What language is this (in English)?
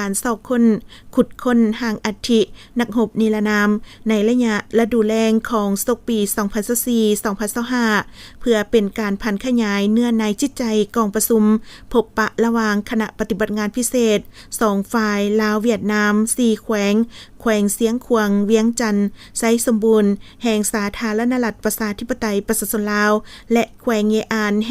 Lao